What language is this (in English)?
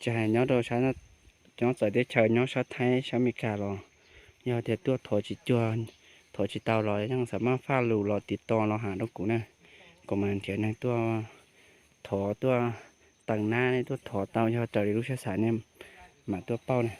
Hmong